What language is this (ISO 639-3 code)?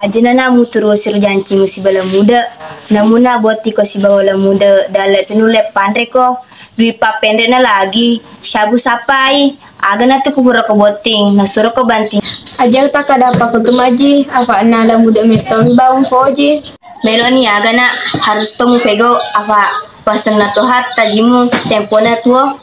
bug